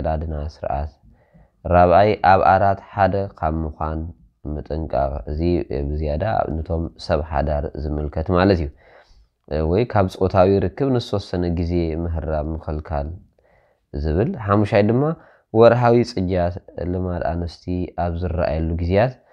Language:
Tigrinya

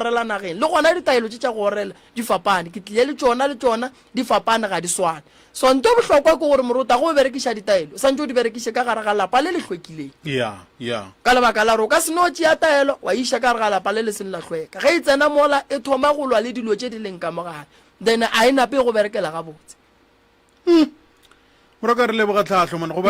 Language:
Northern Sotho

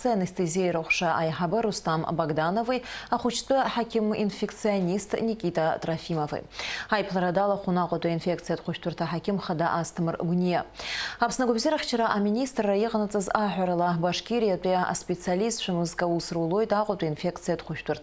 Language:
Abkhazian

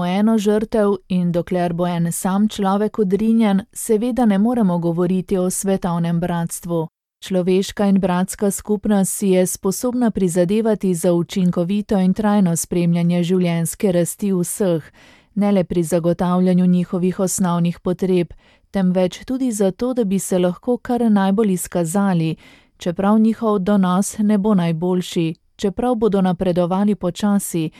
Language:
Slovenian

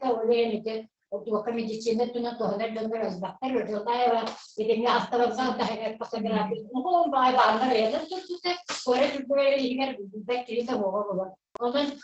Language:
Yakut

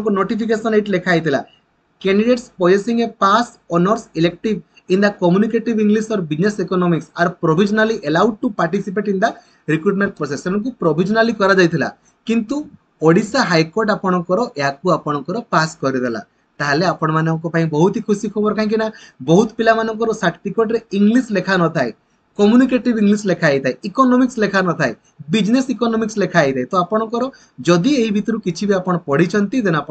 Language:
Odia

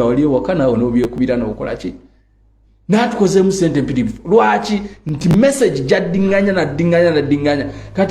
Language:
Ganda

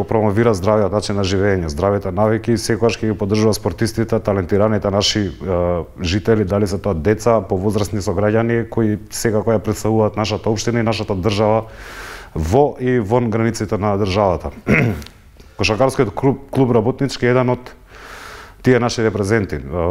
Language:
Macedonian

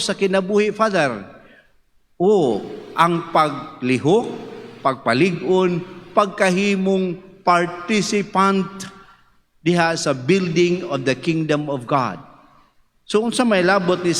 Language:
Cebuano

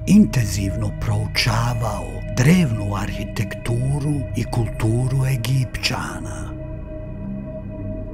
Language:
Croatian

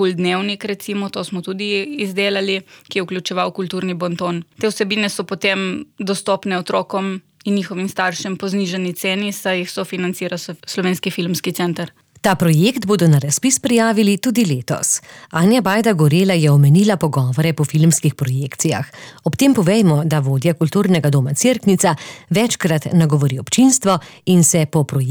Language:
Slovenian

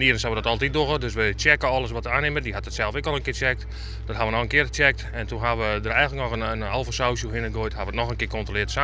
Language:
Western Frisian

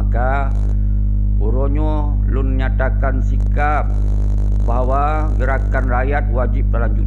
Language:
Achinese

